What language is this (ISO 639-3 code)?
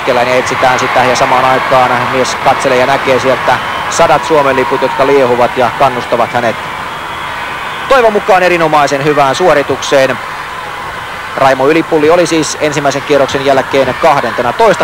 fin